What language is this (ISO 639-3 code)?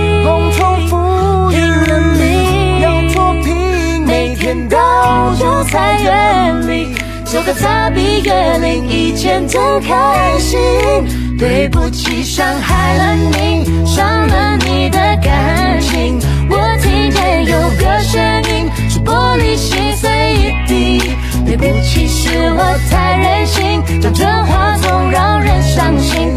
zho